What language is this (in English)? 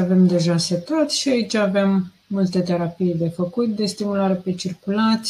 Romanian